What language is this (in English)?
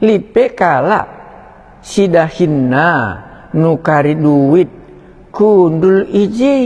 Batak Karo